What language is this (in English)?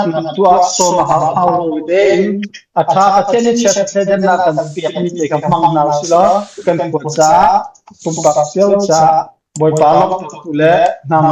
Hakha Chin